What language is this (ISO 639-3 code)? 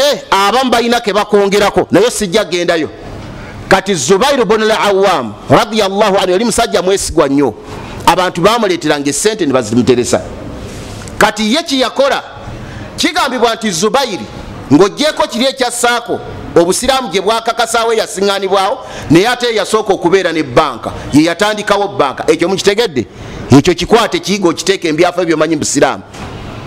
lug